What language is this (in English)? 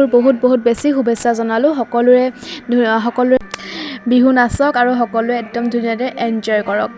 Assamese